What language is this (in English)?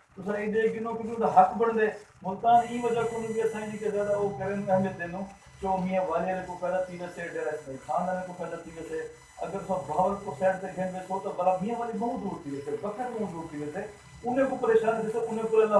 Saraiki